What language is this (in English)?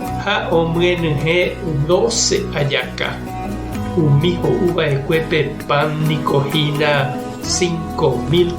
Guarani